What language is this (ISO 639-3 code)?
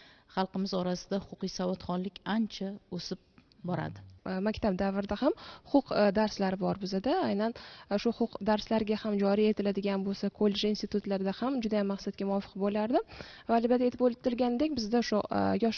uzb